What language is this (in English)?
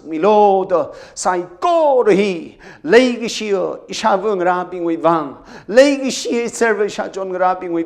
Tangkhul Naga (India)